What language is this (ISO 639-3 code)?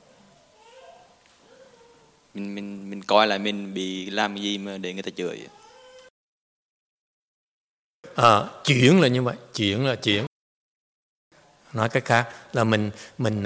vie